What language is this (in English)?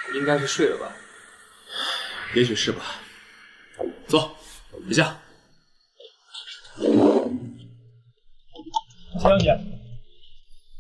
Chinese